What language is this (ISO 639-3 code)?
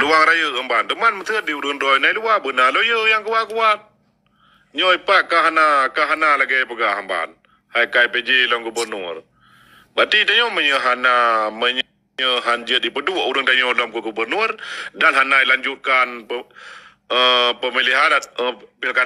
ace